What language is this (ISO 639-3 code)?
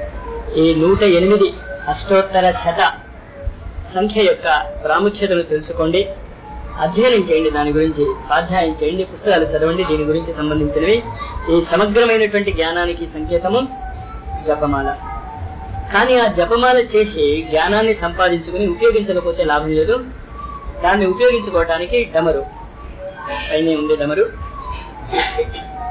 tel